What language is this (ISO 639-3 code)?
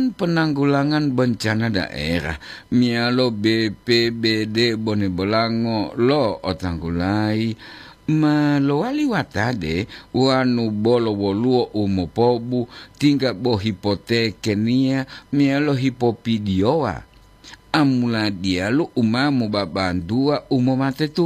gor